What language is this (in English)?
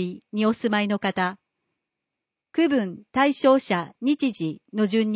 Japanese